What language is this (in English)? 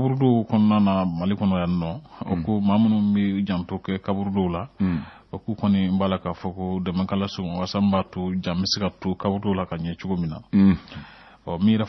Bambara